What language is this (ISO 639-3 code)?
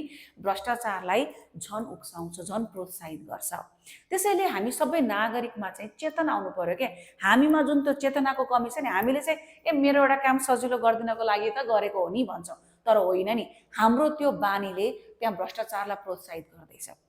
nep